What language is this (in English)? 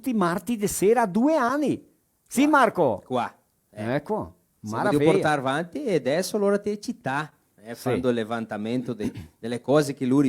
Venetian